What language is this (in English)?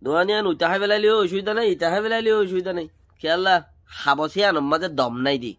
Rohingya